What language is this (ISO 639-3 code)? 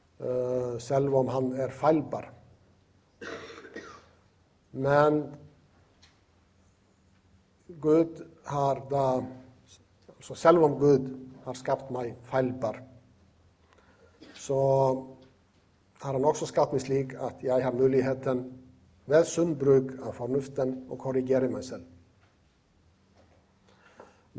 nor